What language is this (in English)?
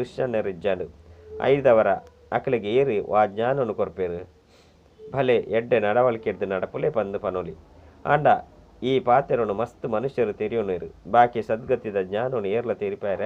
Tulu